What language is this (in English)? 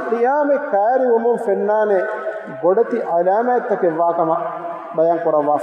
Divehi